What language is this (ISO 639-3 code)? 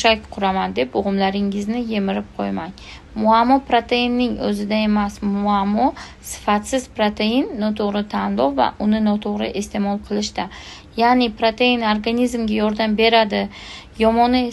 uzb